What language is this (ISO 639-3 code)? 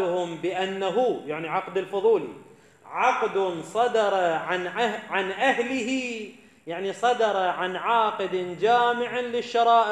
ara